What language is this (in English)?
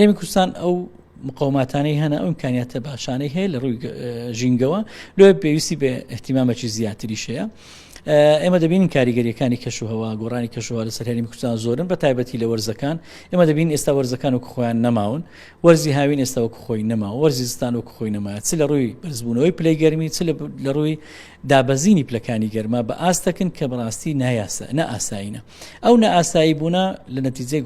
Central Kurdish